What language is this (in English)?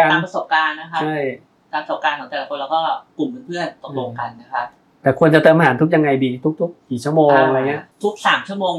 Thai